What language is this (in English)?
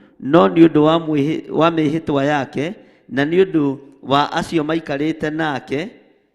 Kikuyu